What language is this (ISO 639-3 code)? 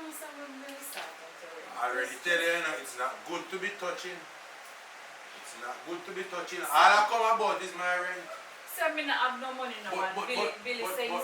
jam